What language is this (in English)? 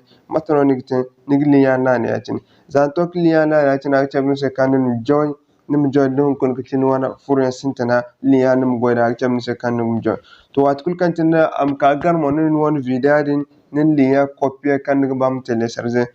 Zarma